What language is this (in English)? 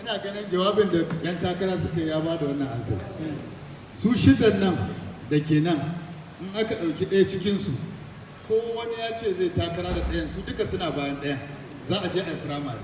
Hausa